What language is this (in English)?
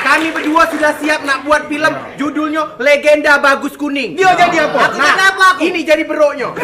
Musi